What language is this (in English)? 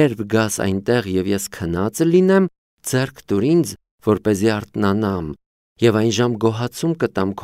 Armenian